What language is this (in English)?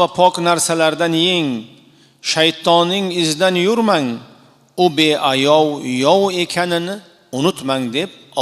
Uzbek